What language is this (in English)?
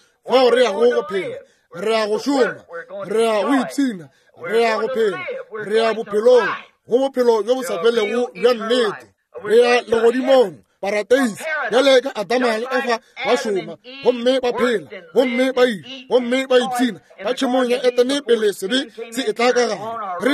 Northern Sotho